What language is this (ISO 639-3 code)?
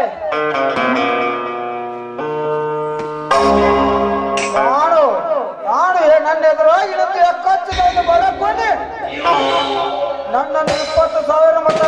kan